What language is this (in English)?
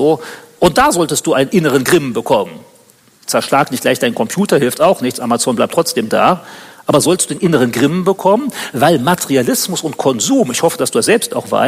German